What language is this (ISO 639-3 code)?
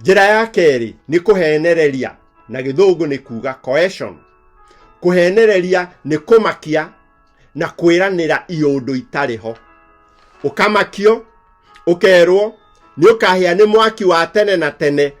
kik